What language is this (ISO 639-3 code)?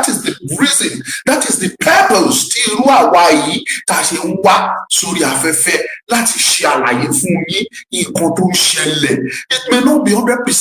yor